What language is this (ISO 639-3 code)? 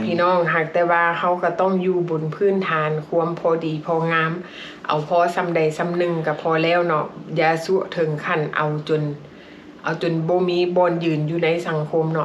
lao